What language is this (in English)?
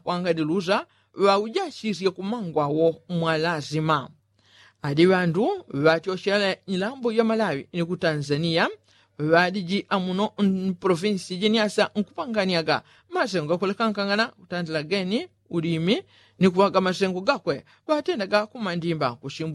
Yao